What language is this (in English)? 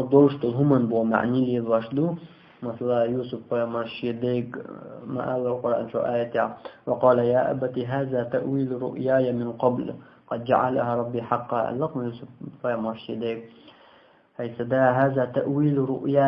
Chechen